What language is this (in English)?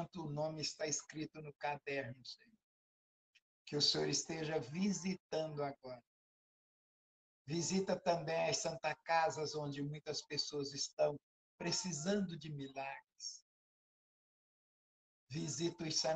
Portuguese